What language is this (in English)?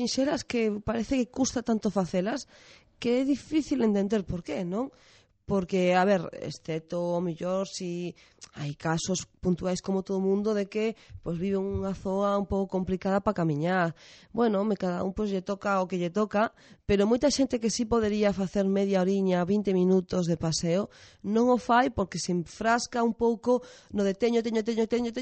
Galician